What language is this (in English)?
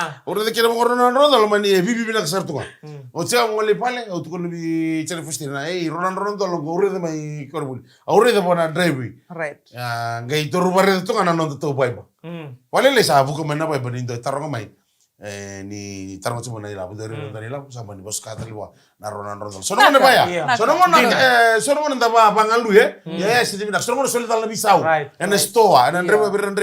Fijian